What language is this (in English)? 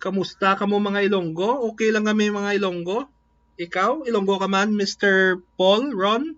Hiligaynon